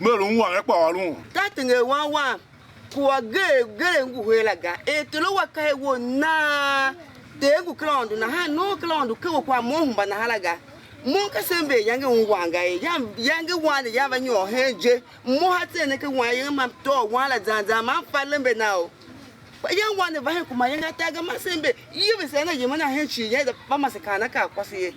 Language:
Tiv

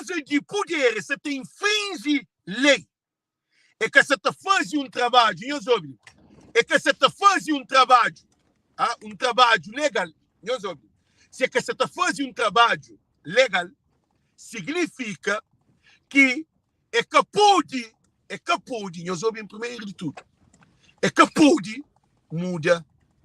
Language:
Kabuverdianu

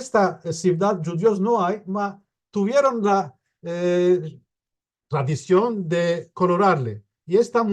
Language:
Ladino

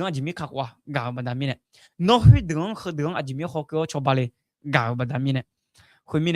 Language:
Akha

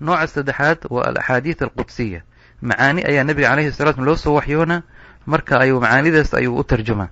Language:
Somali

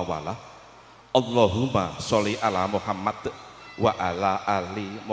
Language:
Javanese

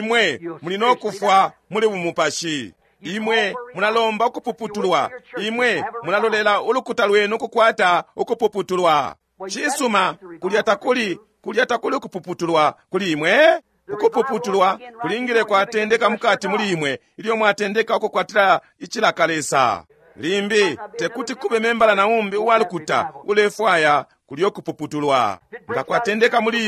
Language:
Bemba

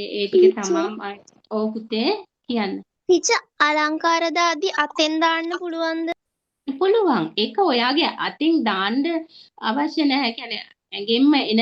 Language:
Sinhala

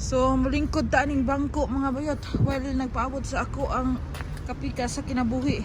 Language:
Cebuano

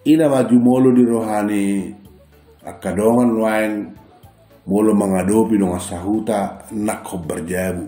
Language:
Batak Toba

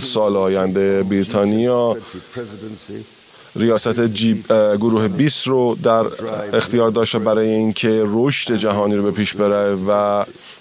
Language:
Persian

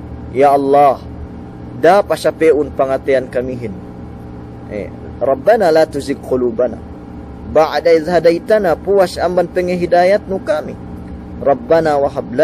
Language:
Yakan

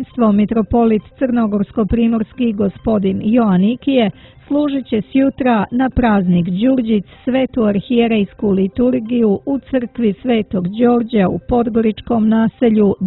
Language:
Serbian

